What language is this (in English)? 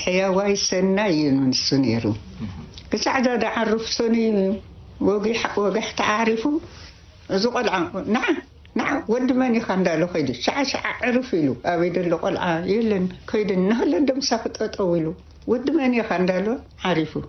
Tigrinya